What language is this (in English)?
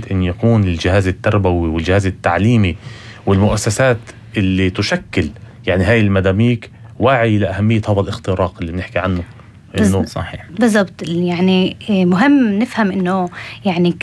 North Levantine Arabic